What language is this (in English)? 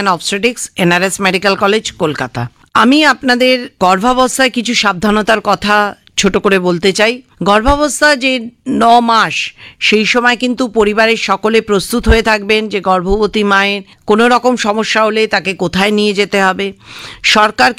Bangla